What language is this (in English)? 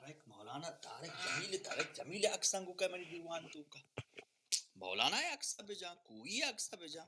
Baluchi